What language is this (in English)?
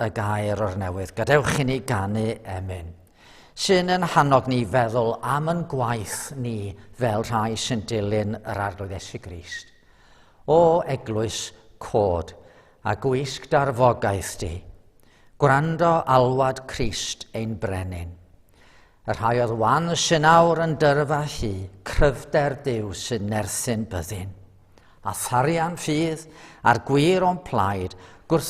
Welsh